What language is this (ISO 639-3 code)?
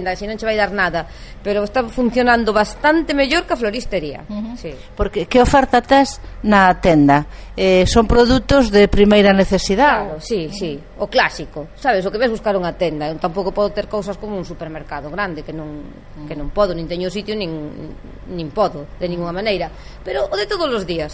glg